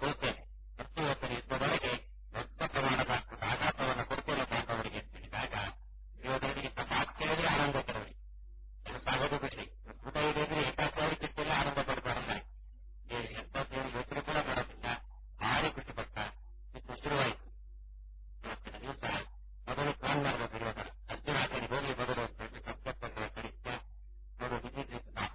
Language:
Kannada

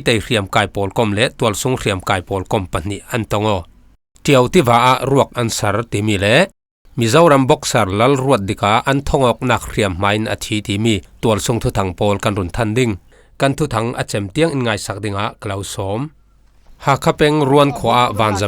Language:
Falam Chin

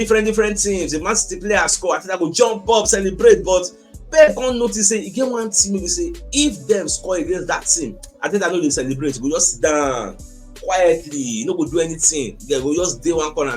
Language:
Nigerian Pidgin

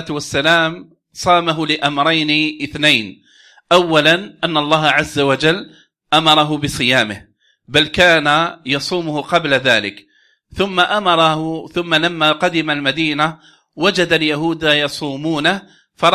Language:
Arabic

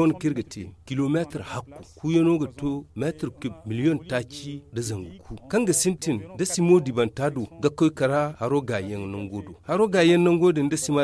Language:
Zarma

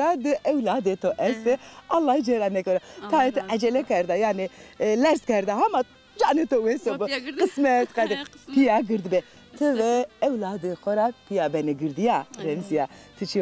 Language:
Zaza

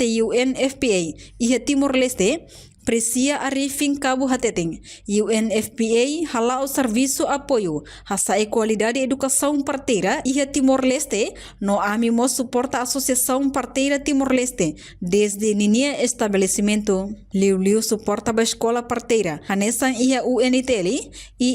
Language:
Tetum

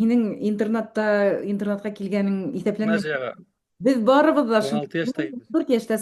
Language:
Bashkir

